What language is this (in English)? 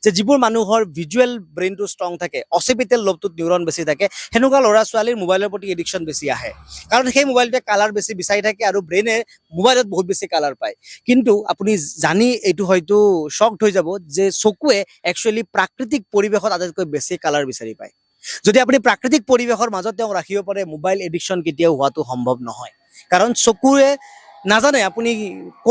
Assamese